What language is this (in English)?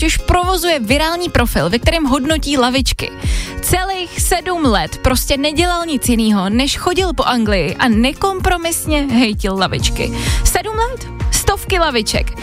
Czech